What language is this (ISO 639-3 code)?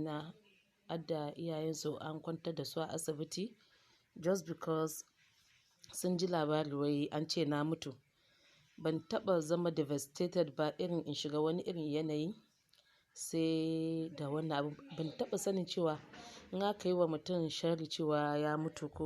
hau